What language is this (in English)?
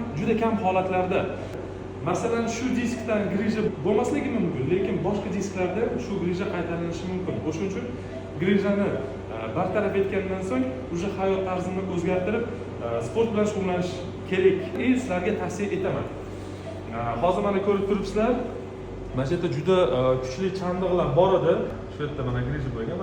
Uzbek